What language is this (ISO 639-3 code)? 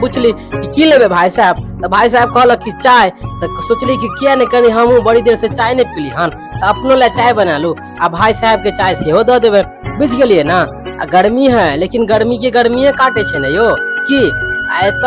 mai